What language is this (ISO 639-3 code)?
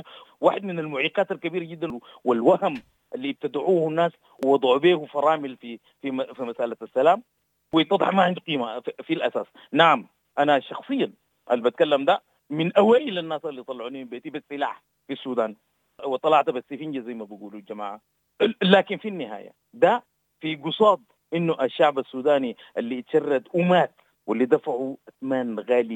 apd